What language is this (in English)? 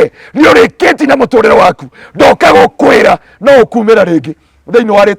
Kikuyu